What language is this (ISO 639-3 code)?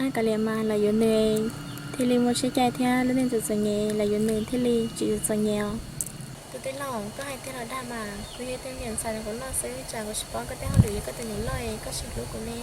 hmn